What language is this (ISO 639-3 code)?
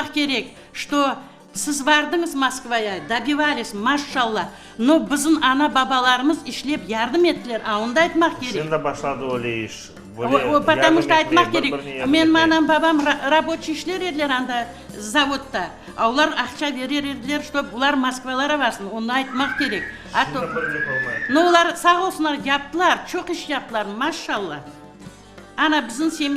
crh